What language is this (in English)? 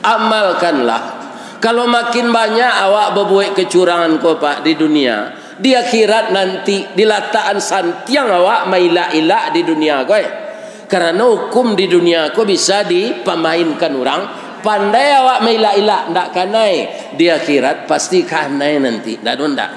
Minangkabau